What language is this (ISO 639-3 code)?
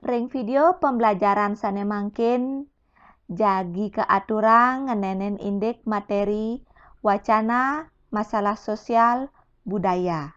ban